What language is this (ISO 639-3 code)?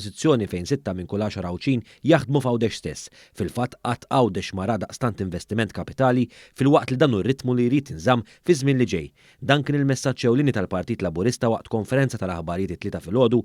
mlt